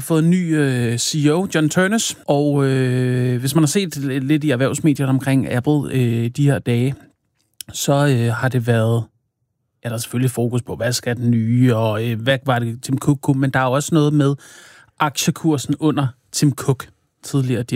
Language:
Danish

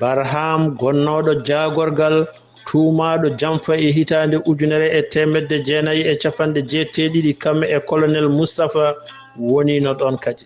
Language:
Fula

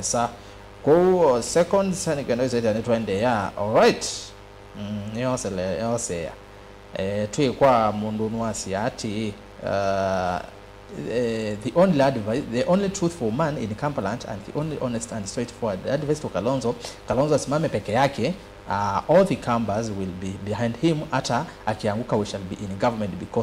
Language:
Kamba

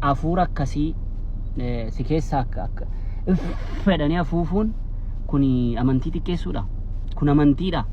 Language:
Oromo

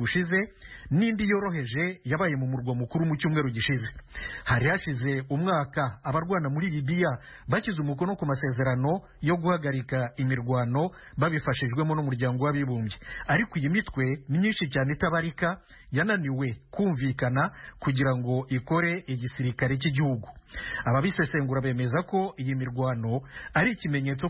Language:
Kinyarwanda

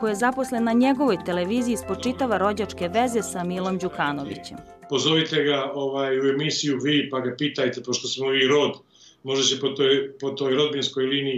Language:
Serbian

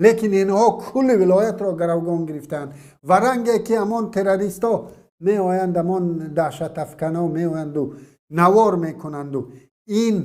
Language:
Tajik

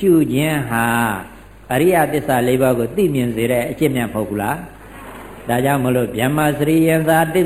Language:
Burmese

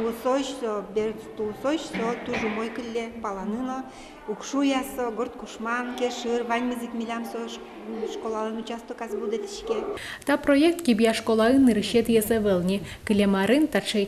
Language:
Udmurt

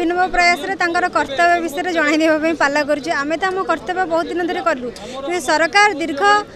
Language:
Odia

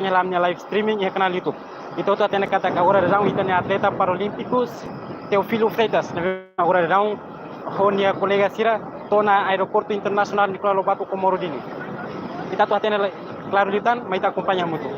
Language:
Tetum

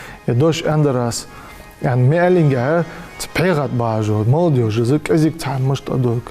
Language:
Ingush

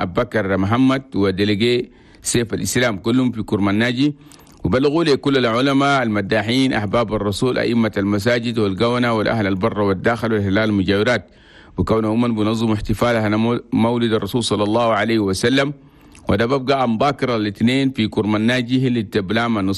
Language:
Chadian Arabic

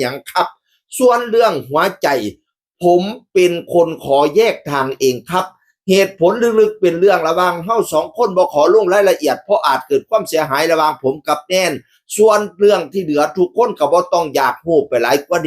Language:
Northeastern Thai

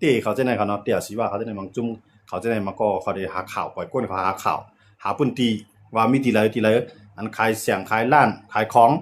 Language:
Shan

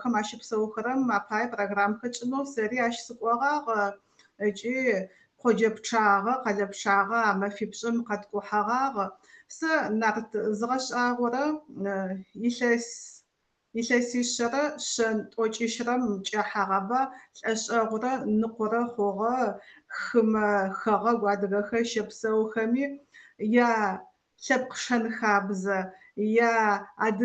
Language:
Adyghe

